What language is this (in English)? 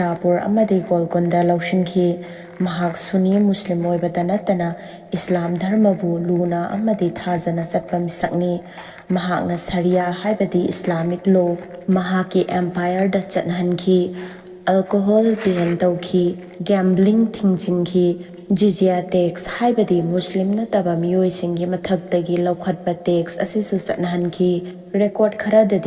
Manipuri